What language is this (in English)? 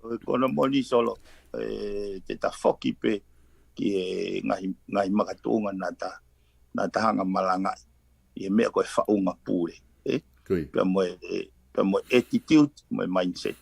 Tongan